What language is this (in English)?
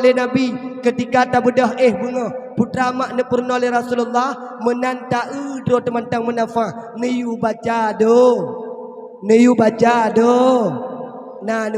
Achinese